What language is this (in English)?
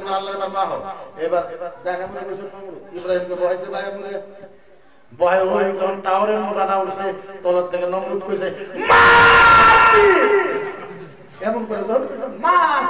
Bangla